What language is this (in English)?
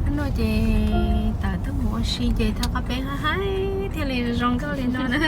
Hmong